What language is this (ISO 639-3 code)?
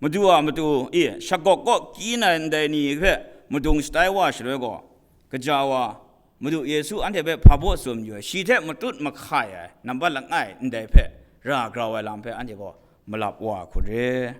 kac